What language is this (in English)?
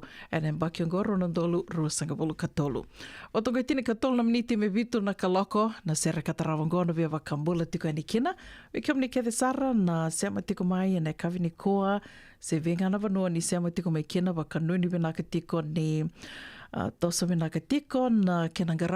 Fijian